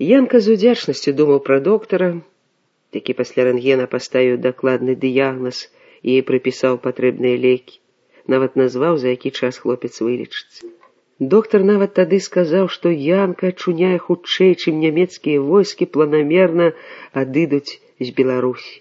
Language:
Belarusian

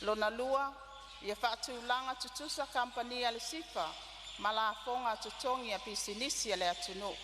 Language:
Samoan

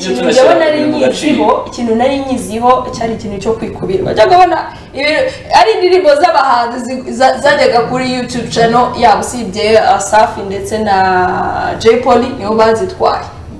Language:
Kinyarwanda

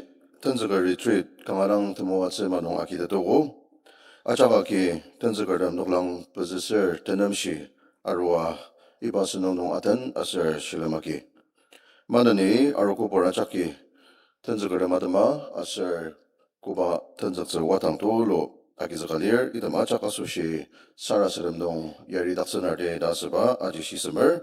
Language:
Ao Naga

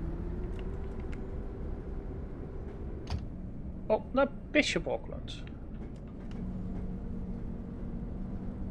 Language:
Dutch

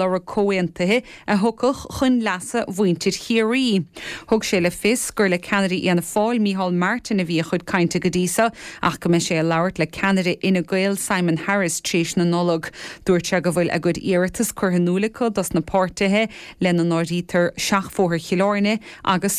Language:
Irish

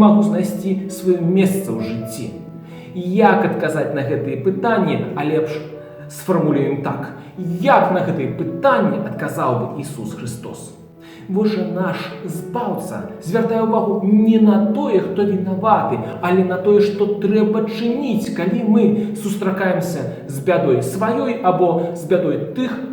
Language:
Belarusian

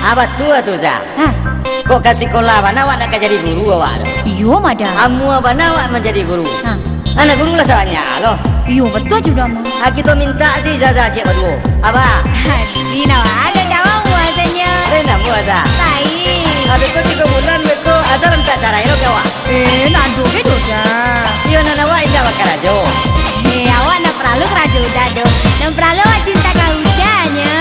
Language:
Minangkabau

